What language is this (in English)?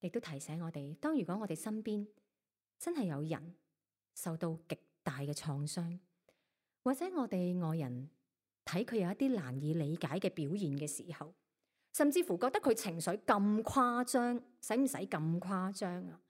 Cantonese